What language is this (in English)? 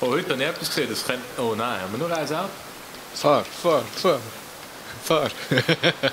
Swiss German